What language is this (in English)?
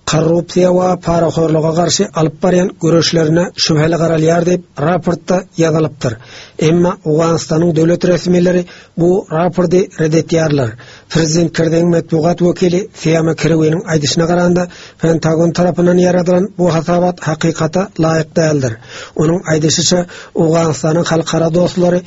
Turkmen